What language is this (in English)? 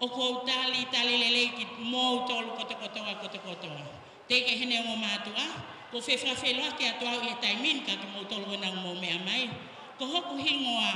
Tongan